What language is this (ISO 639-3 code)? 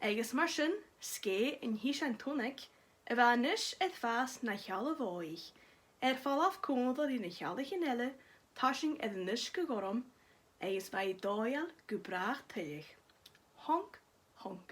gla